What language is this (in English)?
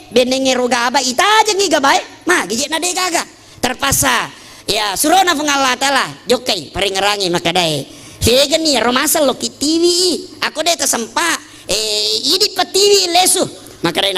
Buginese